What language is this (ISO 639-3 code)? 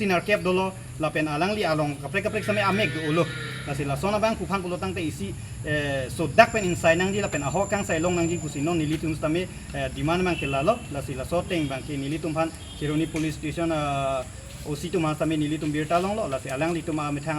mjw